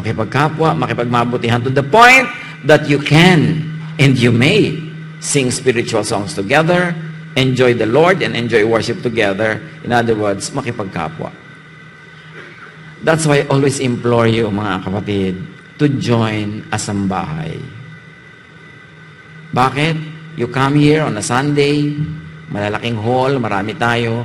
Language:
Filipino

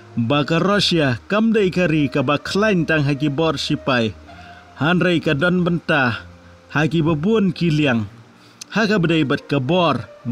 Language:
Khasi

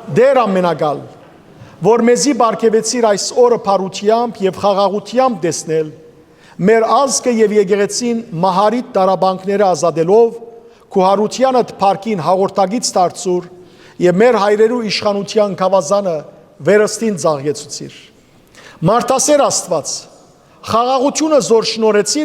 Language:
Western Armenian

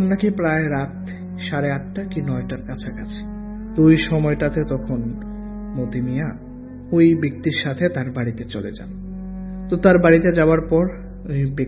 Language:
Bangla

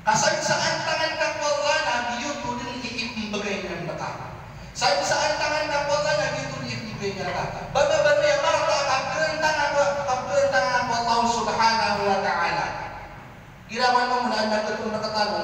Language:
Maranao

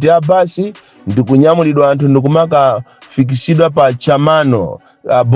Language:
Nyanja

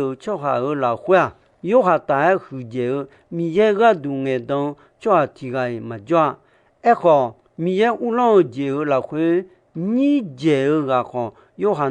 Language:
Akha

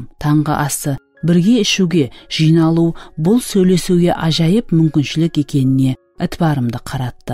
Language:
Kara-Kalpak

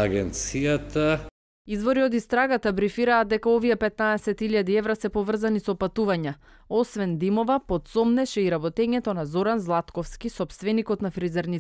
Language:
Macedonian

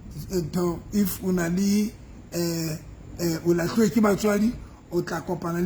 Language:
Southern Sotho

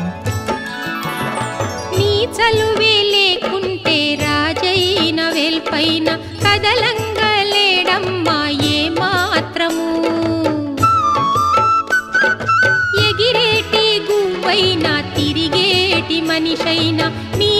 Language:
Telugu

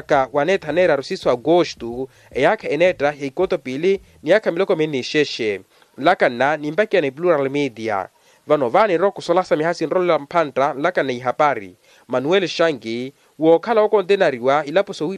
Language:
Makhuwa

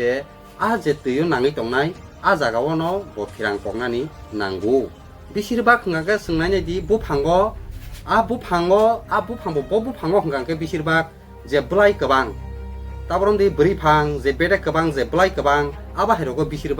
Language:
Kok Borok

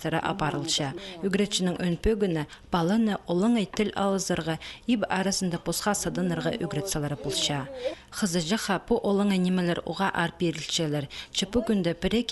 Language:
Khakas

